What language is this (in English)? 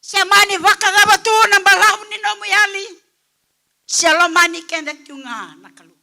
Fijian